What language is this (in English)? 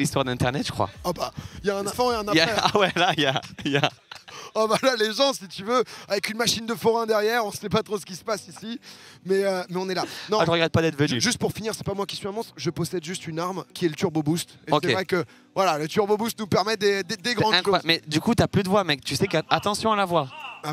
French